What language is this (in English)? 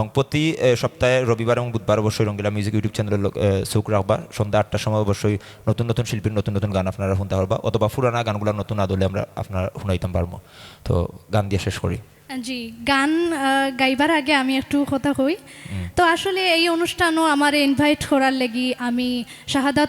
Sylheti